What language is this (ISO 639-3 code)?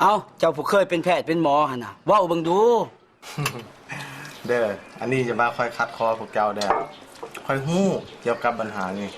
lao